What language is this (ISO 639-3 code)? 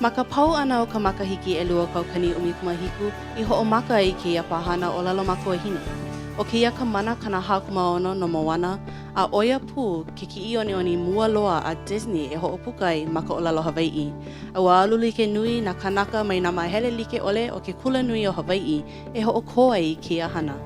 haw